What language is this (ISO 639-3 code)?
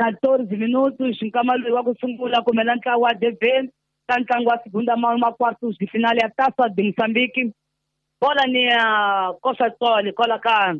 tso